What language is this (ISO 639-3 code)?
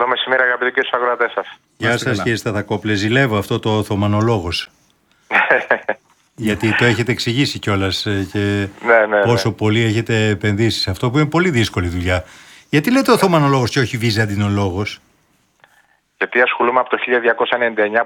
ell